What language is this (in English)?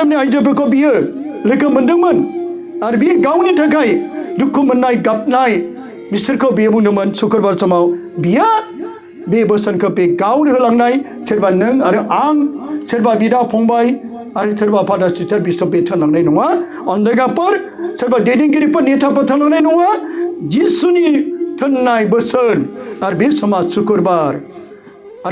Bodo